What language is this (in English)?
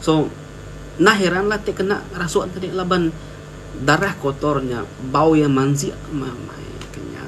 Iban